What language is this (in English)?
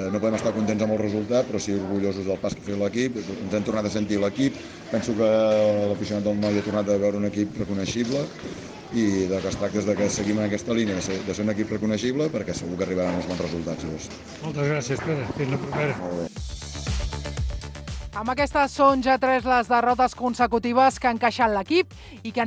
Catalan